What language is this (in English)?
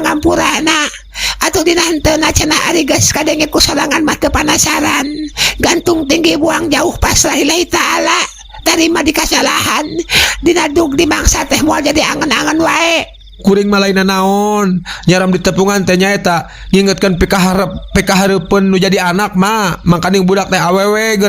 Sundanese